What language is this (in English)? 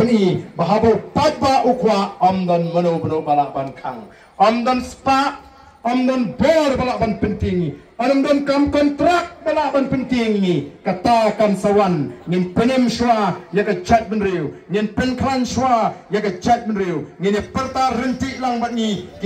Khasi